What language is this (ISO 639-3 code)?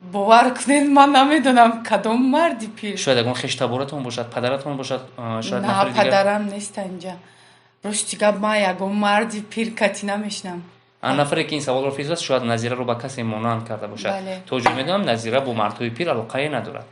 tgk